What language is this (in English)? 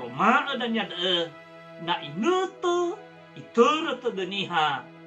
Nias